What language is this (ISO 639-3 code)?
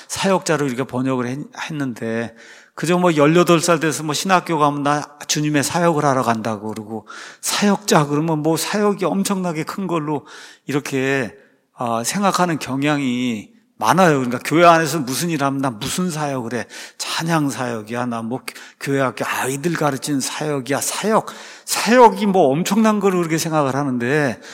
kor